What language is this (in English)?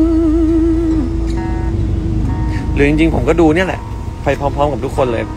Thai